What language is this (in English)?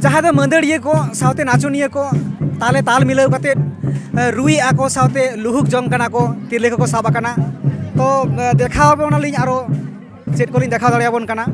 Santali